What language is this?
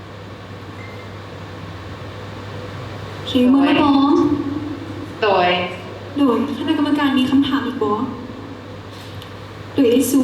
Lao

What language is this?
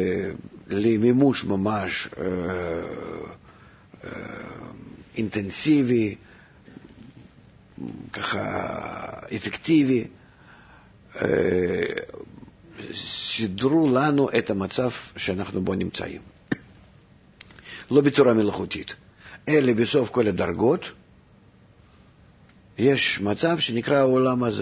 Hebrew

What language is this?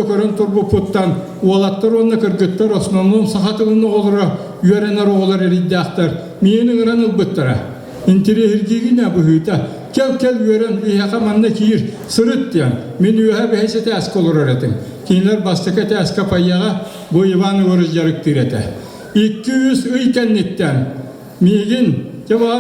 Yakut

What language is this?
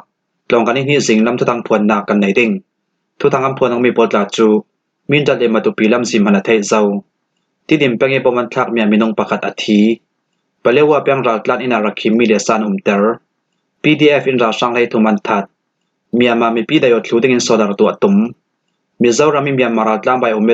Falam Chin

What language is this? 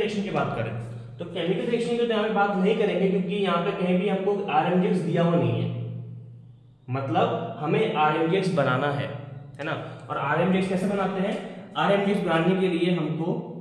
Hindi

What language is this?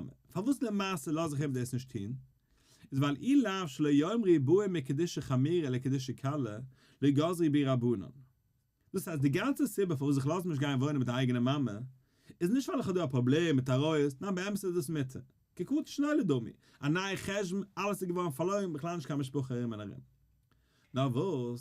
Yiddish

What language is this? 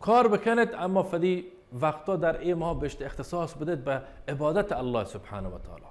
Baluchi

